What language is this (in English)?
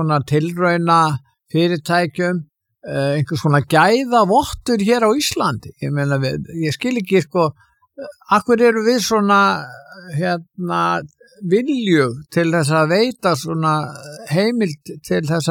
Icelandic